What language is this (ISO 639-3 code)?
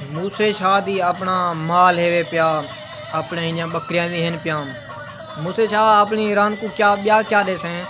skr